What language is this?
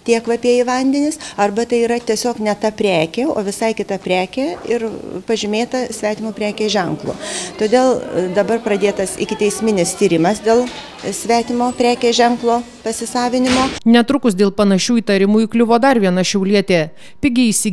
Lithuanian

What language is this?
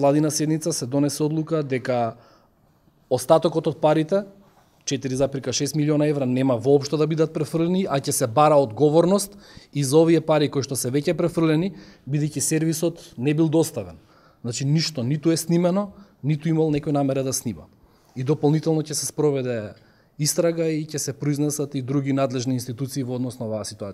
Macedonian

